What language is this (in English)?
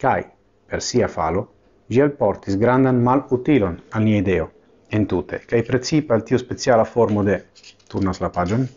Esperanto